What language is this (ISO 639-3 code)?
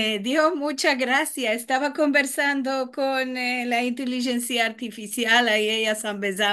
lad